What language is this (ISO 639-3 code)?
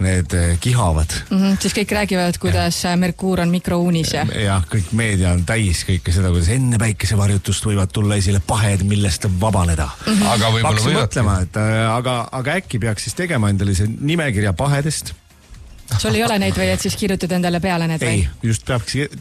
est